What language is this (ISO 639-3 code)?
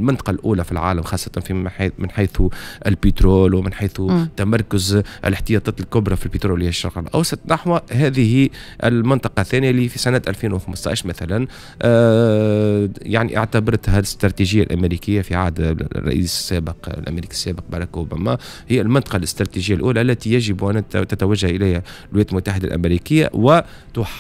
aeb